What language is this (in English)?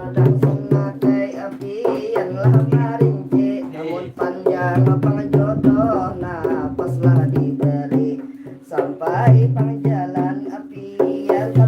Banjar